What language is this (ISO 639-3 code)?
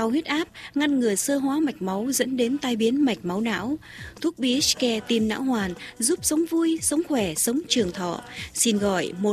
vie